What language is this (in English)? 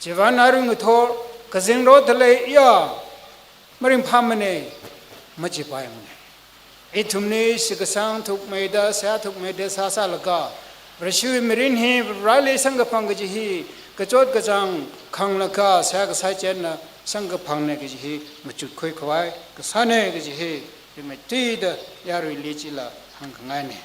Tangkhul Naga (India)